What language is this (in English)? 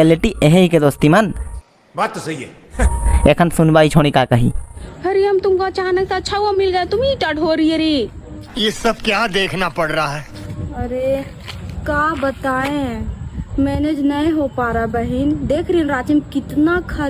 Sadri